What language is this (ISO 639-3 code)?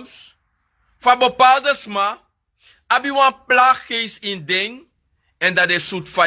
srn